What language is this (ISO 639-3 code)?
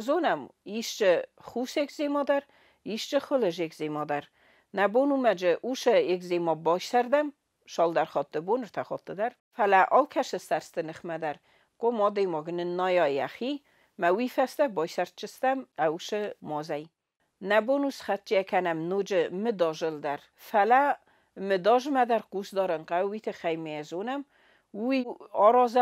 oss